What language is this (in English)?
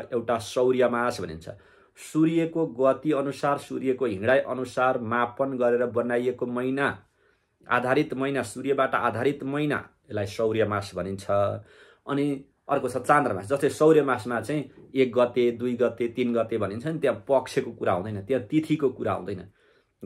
Nepali